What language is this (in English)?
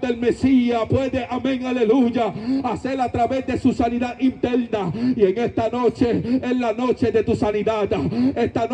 Spanish